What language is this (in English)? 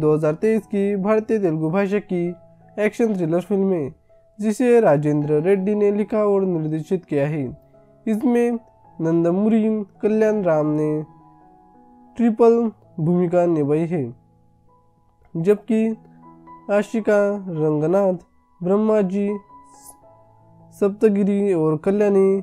Hindi